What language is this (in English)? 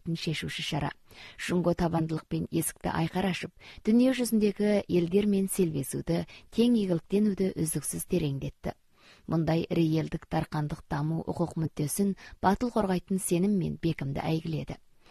Kazakh